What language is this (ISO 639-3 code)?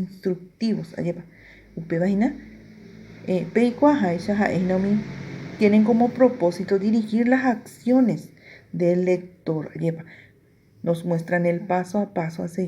grn